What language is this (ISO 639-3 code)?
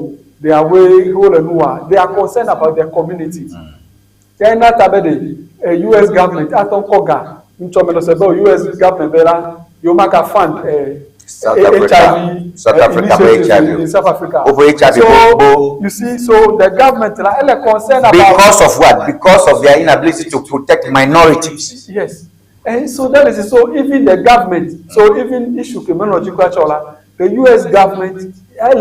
ewe